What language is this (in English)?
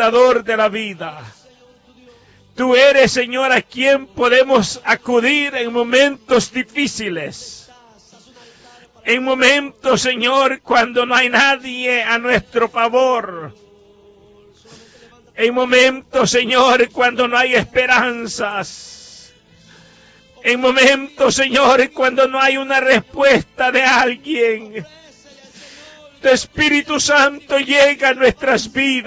Spanish